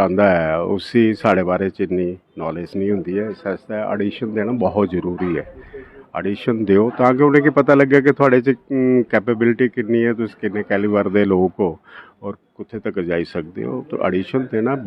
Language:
Dogri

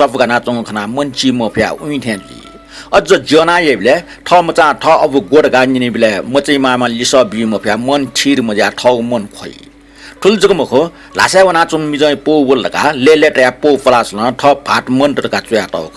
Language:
Newari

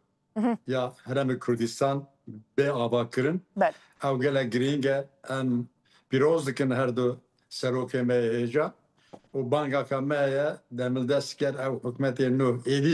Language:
Kurdish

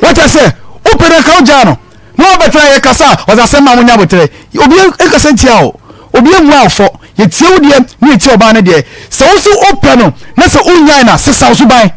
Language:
Akan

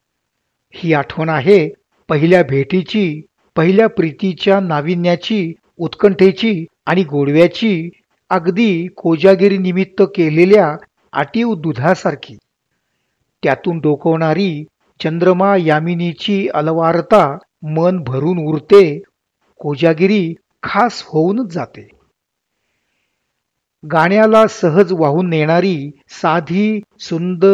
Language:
Marathi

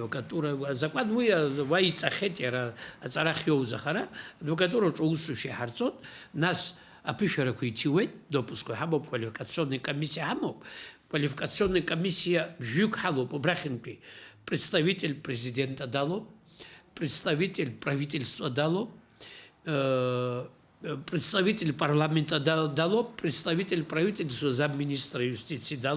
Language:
Abkhazian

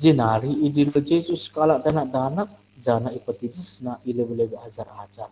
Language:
Batak Karo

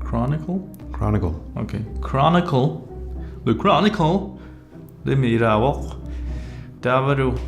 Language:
Kalaallisut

